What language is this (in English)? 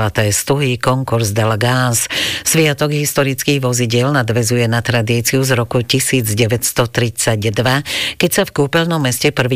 Slovak